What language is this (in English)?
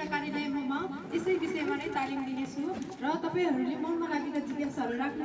Nepali